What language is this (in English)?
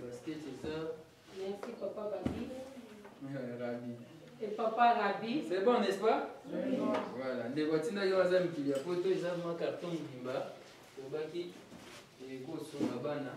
Lingala